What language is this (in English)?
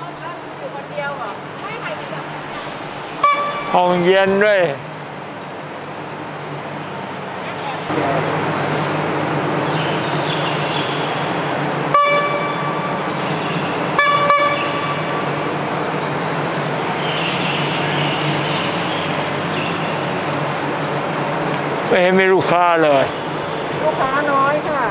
Thai